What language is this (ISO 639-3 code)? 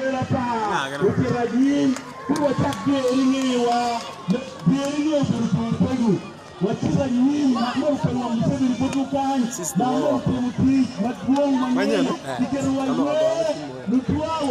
ach